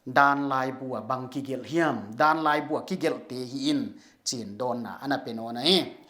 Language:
Paite Chin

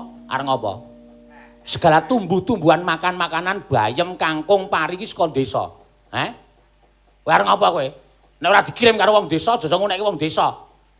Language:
Javanese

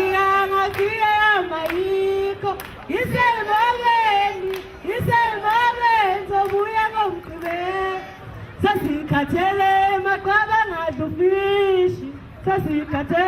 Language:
Zulu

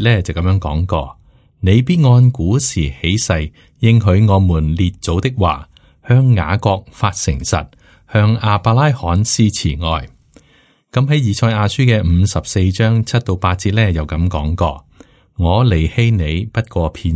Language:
Cantonese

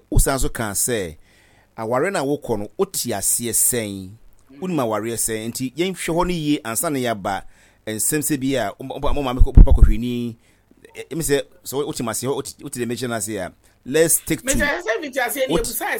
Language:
Akan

